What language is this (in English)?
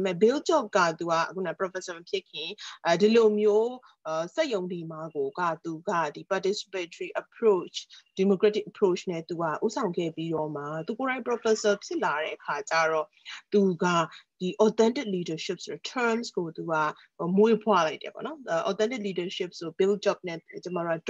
Burmese